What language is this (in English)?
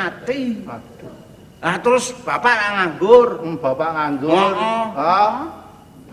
Javanese